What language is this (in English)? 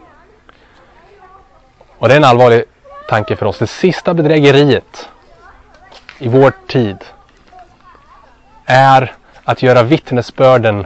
Swedish